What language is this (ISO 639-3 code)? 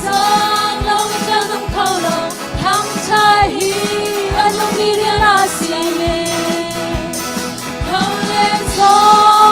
cnh